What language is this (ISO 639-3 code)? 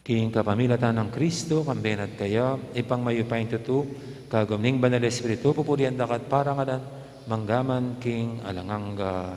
pam